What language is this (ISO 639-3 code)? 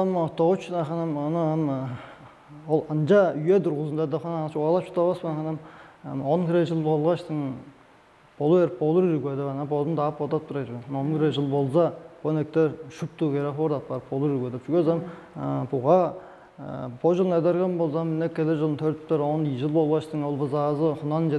tyv